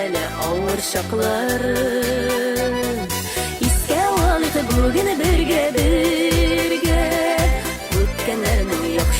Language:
Bashkir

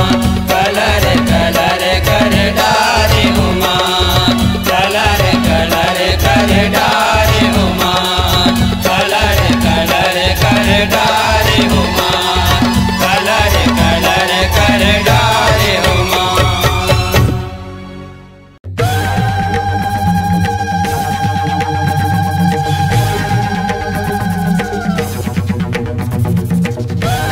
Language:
Chhattisgarhi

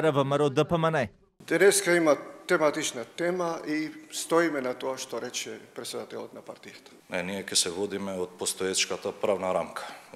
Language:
Macedonian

